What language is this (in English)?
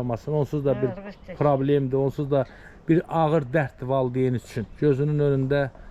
Azerbaijani